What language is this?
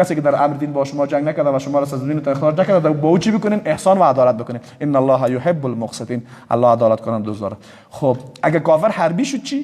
Persian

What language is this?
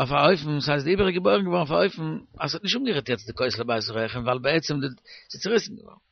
Yiddish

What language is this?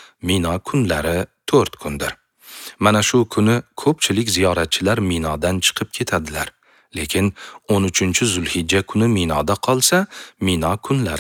Uzbek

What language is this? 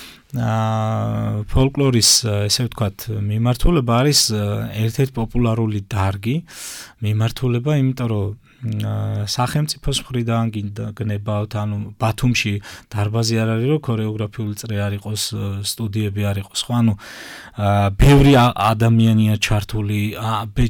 Georgian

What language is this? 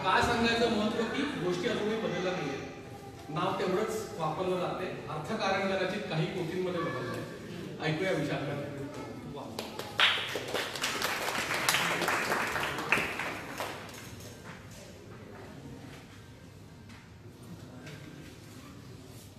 Marathi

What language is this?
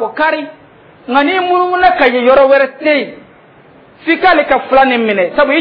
Dyula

